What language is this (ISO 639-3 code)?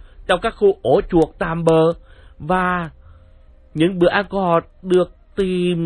vie